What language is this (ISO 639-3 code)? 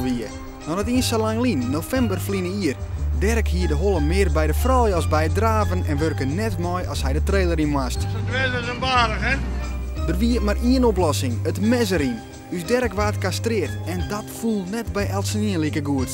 fry